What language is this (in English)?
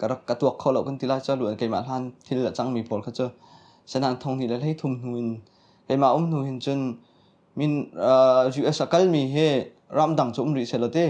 Hakha Chin